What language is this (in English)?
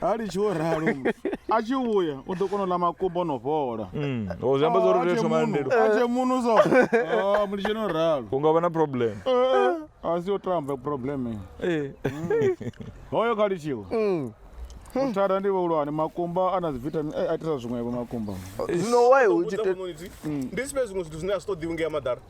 Venda